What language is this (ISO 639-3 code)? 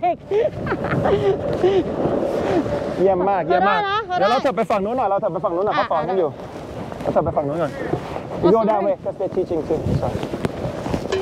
tha